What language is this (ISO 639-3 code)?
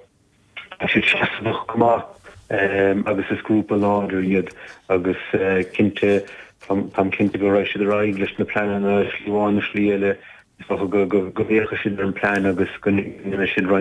gle